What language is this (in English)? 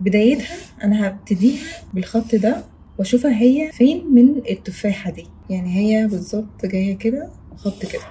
Egyptian Arabic